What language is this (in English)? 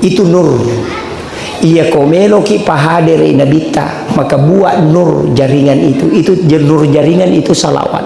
Buginese